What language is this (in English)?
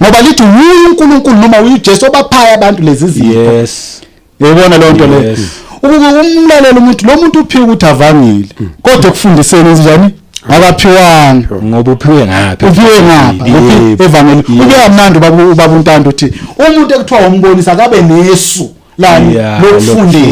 Zulu